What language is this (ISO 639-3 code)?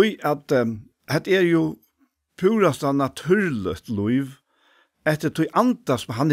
fao